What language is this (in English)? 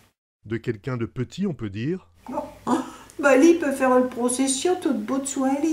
Picard